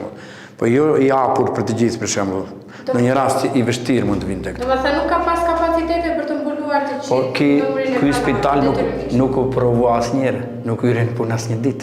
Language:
Albanian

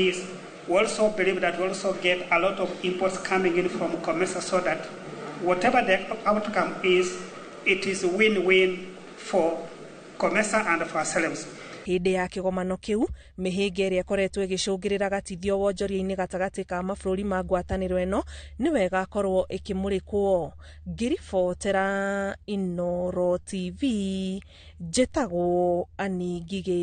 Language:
Kikuyu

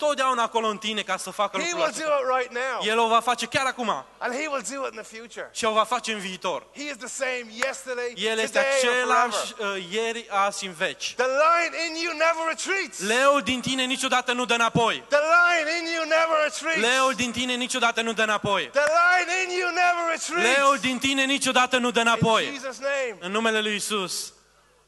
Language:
Romanian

